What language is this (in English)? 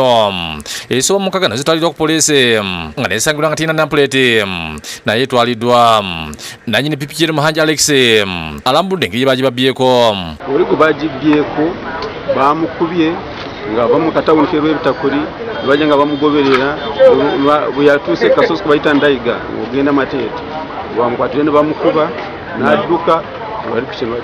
Ganda